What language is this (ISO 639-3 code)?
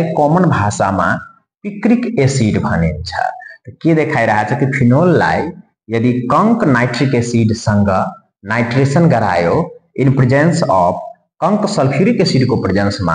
nep